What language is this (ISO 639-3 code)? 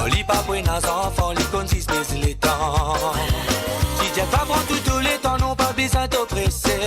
mfe